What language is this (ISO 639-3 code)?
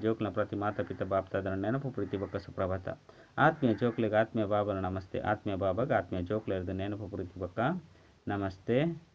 tcy